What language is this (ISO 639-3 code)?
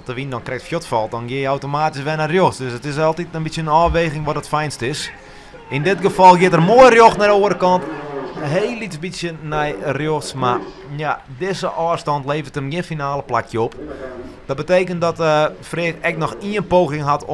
fry